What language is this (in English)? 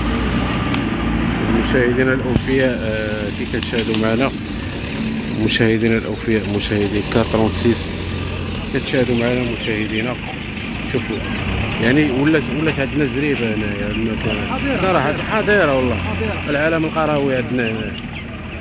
Moroccan Arabic